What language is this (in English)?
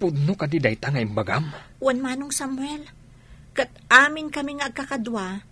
Iloko